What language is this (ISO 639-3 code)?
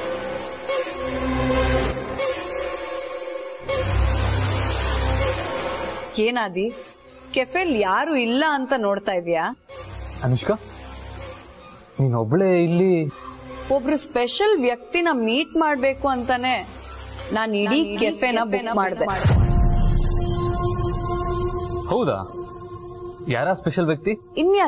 kan